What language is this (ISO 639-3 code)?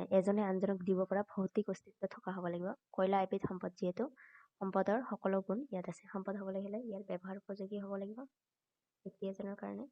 asm